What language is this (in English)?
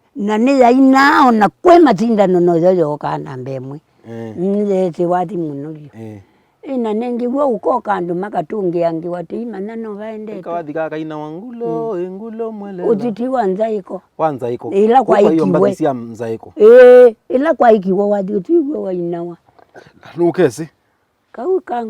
Kamba